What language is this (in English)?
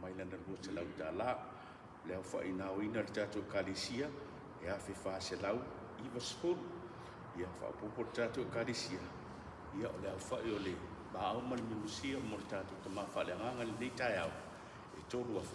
Samoan